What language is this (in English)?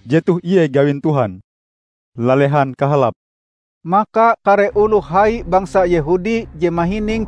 Ngaju